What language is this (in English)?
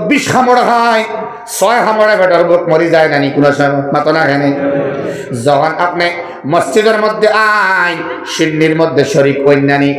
Sylheti